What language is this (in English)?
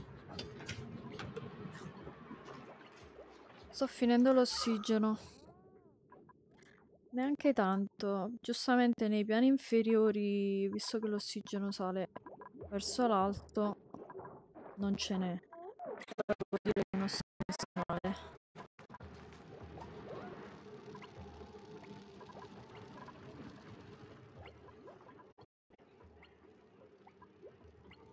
Italian